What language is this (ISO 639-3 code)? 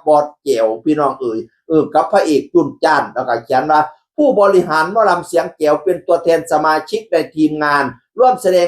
tts